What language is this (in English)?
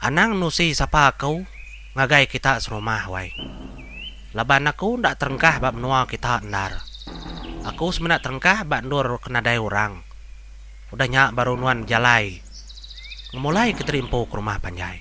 Iban